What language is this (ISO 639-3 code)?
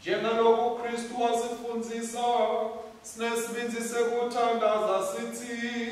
ssw